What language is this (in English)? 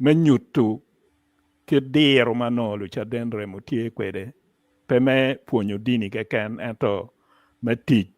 Acoli